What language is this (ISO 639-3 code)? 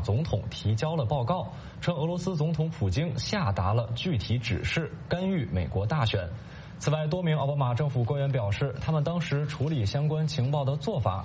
zho